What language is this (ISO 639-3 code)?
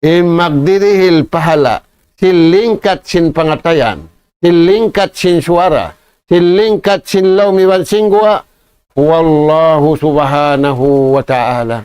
tsg